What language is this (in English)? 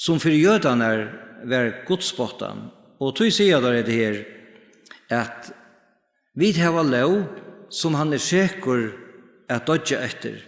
Faroese